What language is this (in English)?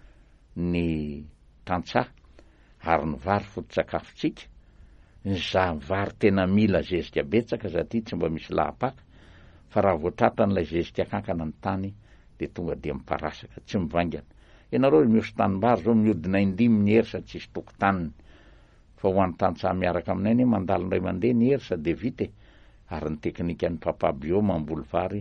Malagasy